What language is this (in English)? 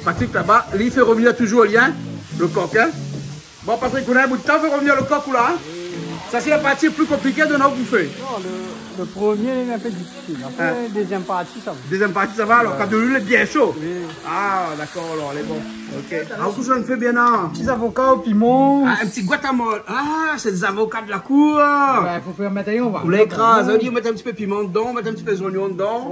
Réunion Creole French